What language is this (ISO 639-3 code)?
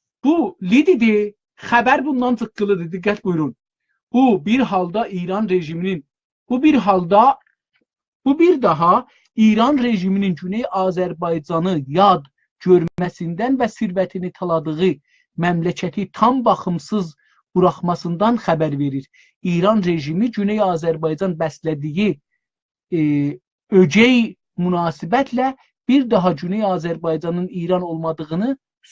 azb